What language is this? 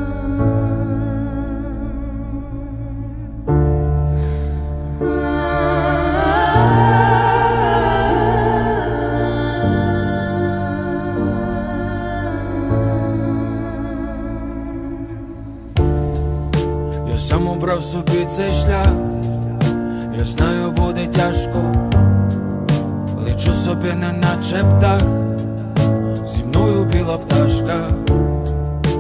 Ukrainian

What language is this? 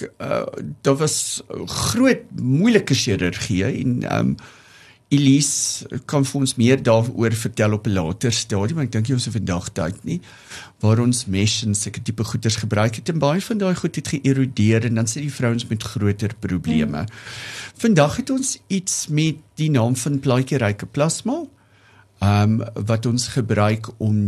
Afrikaans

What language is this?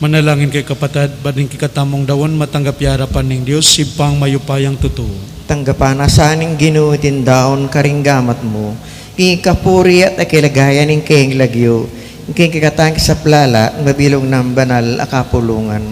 Pampanga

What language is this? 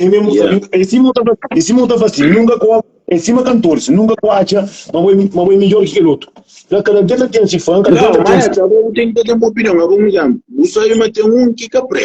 Kabuverdianu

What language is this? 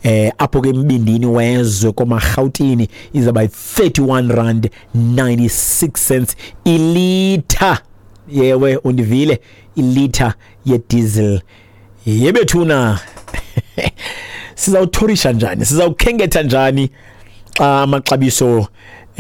Xhosa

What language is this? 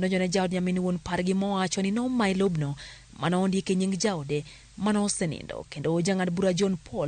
Luo (Kenya and Tanzania)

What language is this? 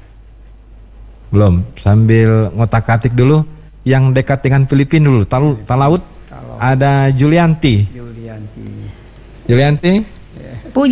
Indonesian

